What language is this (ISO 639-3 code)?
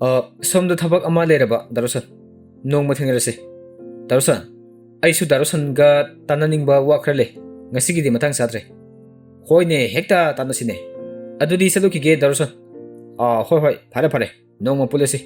mni